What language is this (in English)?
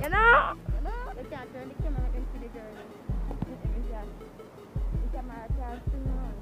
Jamaican Creole English